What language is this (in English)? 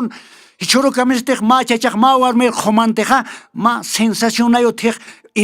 Aymara